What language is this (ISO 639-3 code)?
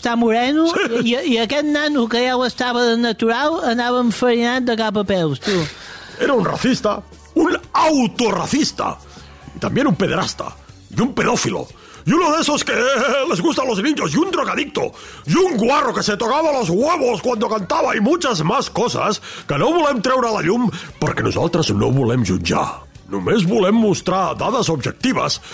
cat